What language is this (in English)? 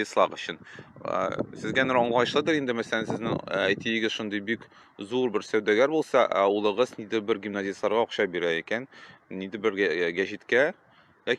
Tatar